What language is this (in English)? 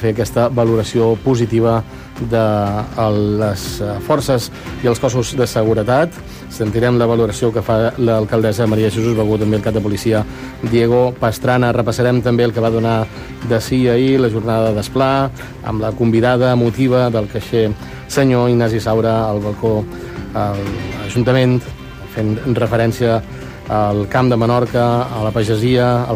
Catalan